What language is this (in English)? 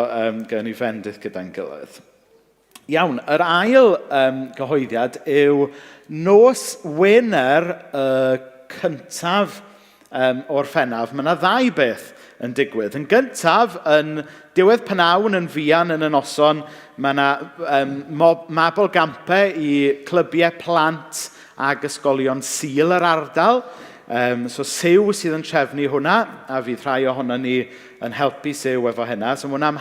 Welsh